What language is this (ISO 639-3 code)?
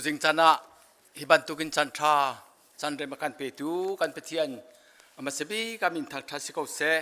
cnh